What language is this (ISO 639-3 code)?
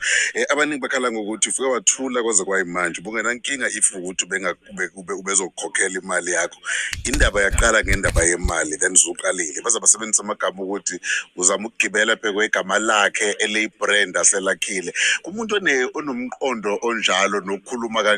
zul